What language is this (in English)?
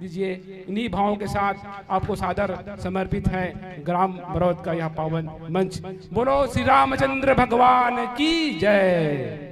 Chhattisgarhi